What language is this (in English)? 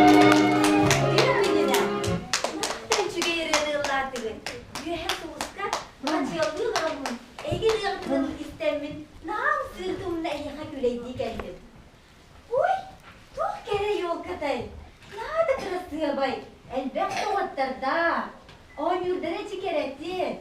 Yakut